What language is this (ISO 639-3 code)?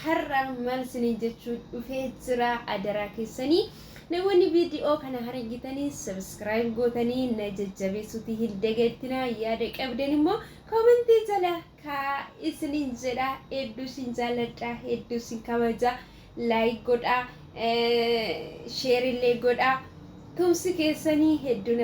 orm